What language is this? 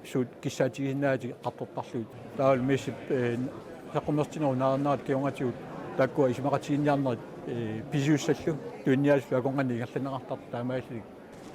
Kalaallisut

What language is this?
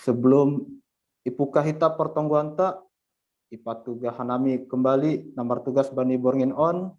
Batak Simalungun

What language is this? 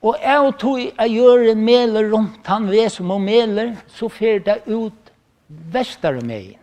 Faroese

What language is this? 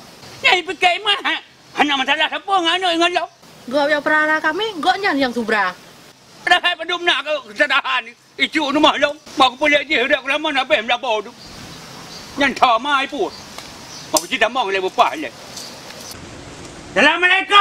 Malay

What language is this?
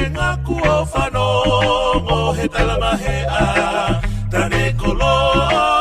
Tongan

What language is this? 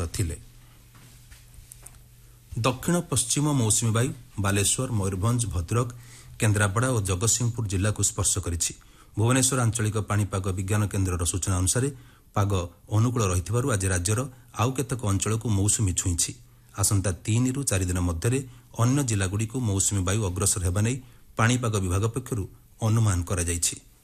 Odia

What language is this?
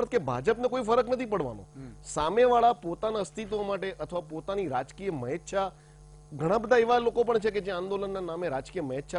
Gujarati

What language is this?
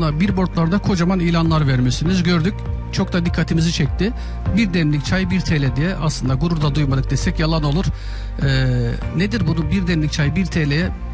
Turkish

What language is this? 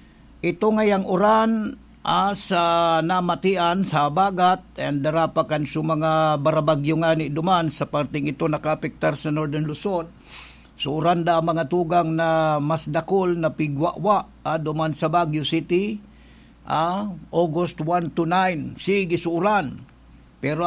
Bikol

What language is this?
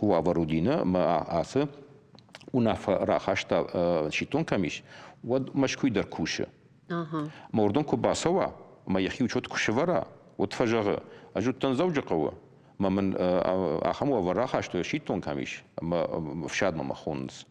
Ossetic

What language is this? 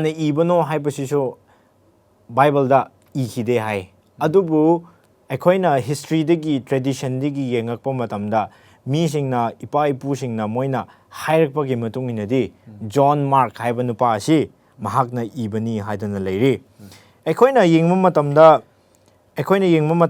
Manipuri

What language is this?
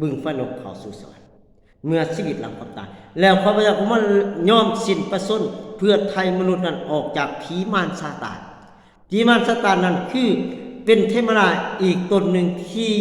Lao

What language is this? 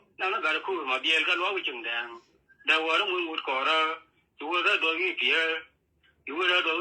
Nuer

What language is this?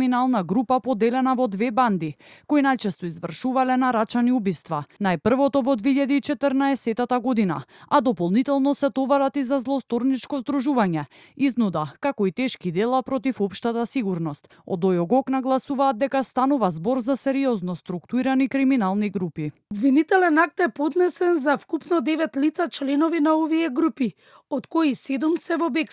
Macedonian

